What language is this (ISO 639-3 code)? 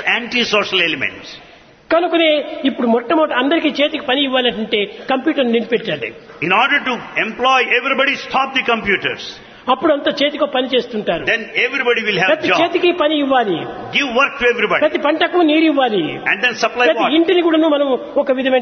tel